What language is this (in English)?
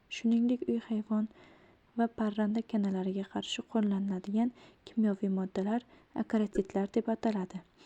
Uzbek